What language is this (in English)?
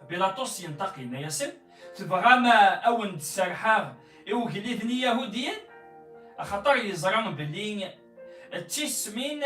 Kabyle